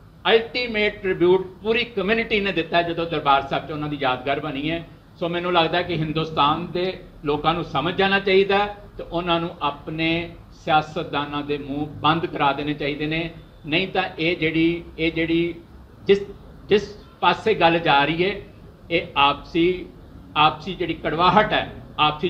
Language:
Punjabi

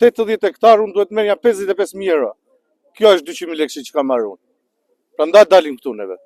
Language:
Albanian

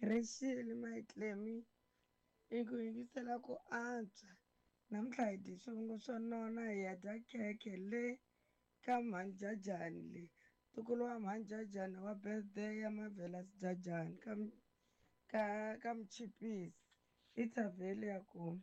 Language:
Tsonga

